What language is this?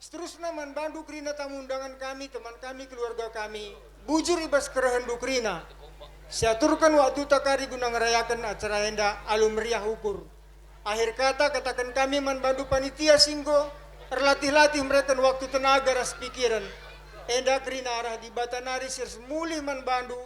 Batak Karo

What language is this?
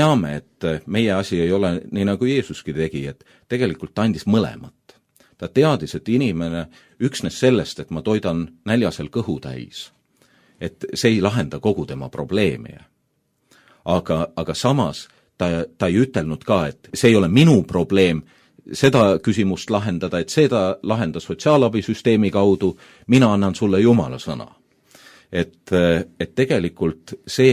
Estonian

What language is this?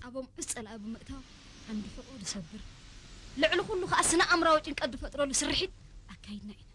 Tigrinya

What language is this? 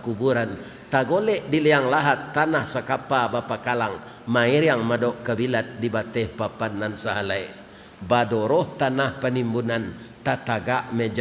Minangkabau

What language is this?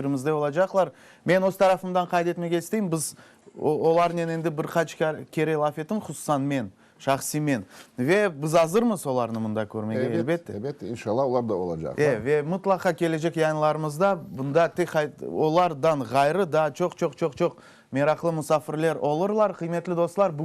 Crimean Tatar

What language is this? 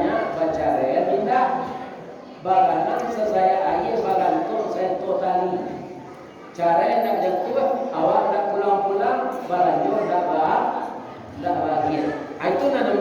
Minangkabau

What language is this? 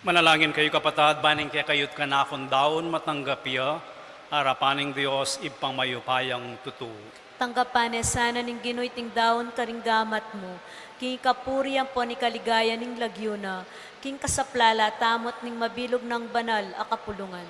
Pampanga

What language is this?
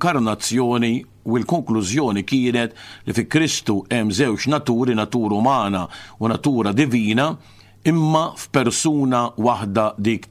Maltese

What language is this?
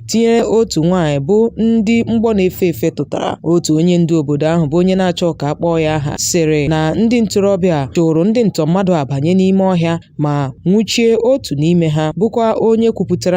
Igbo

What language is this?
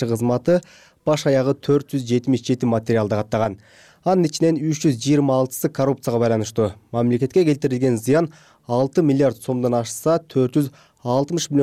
Kyrgyz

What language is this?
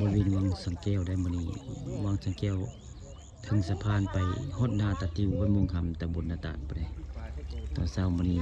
Northeastern Thai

